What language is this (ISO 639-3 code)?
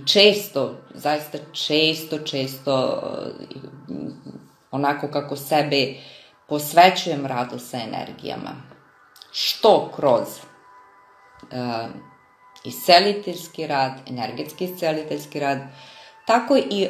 srp